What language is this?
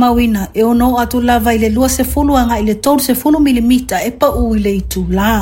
Samoan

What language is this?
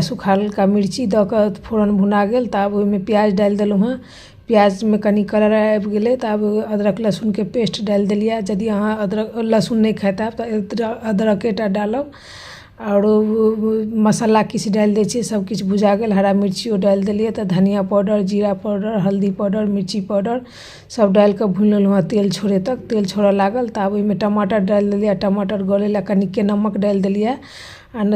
Maithili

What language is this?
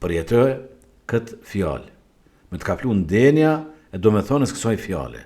Albanian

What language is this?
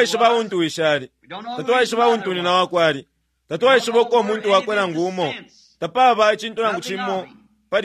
Bemba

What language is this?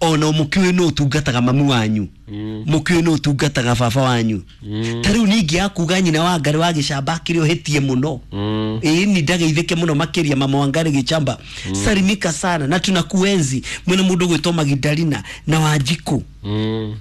Kikuyu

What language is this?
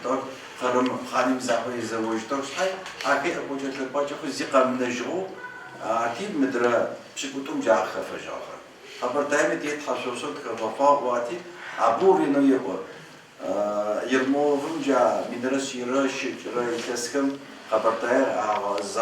Adyghe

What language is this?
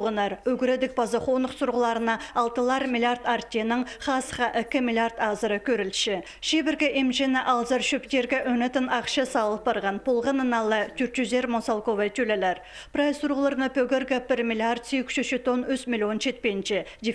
Khakas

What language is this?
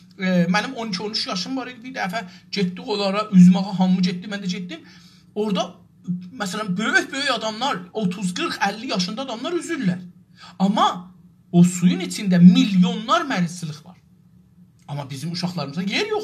South Azerbaijani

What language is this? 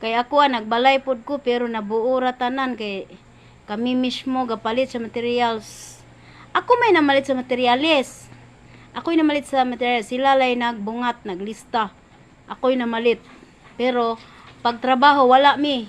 Cebuano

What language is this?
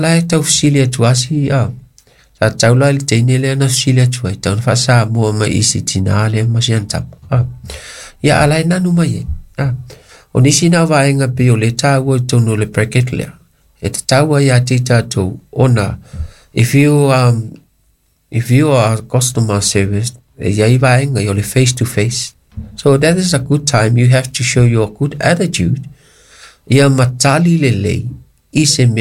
Samoan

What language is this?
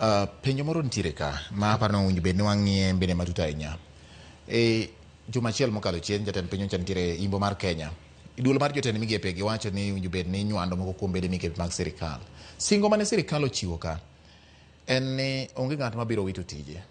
Luo (Kenya and Tanzania)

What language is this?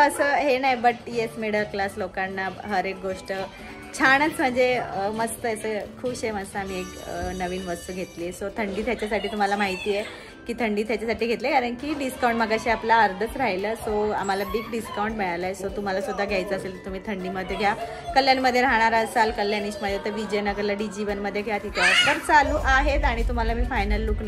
Marathi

